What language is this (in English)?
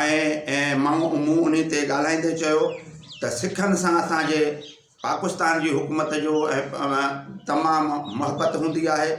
Sindhi